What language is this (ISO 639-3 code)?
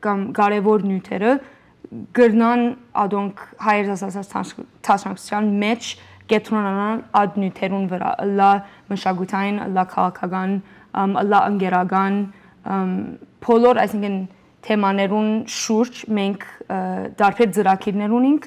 hyw